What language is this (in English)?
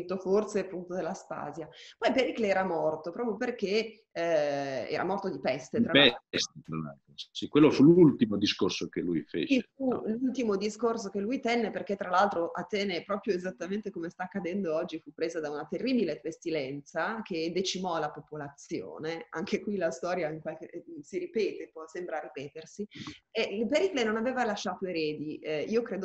Italian